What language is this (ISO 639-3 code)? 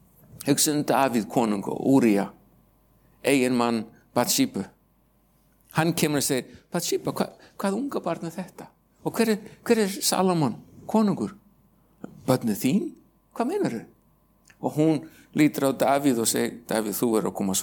isl